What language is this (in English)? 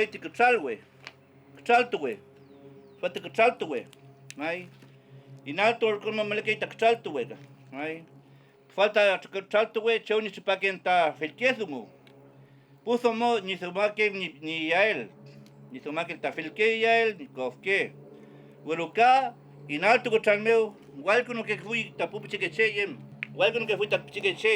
Mapuche